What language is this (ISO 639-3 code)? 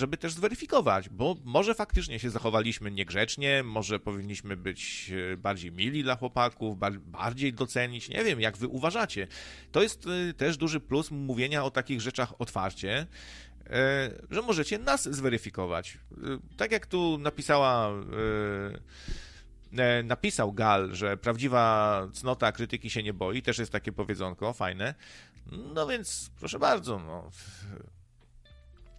pol